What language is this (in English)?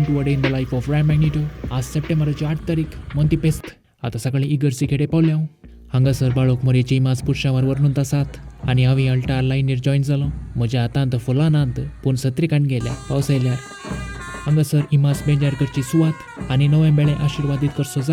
Konkani